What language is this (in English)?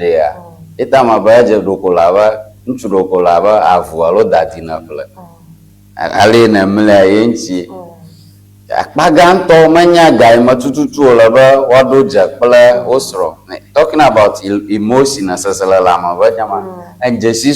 Ewe